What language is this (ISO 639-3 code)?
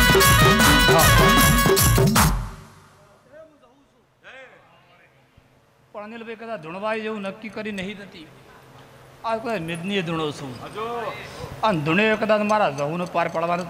guj